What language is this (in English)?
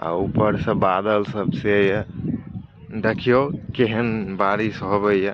Maithili